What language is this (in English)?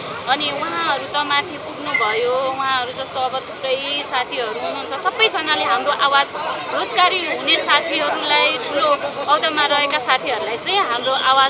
Nepali